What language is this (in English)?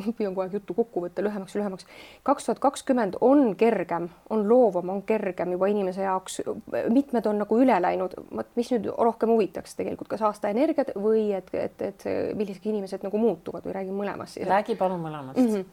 Estonian